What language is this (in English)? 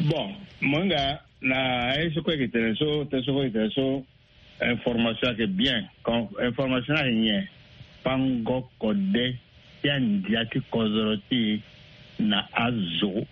Sango